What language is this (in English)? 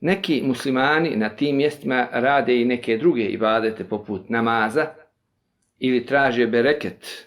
Bosnian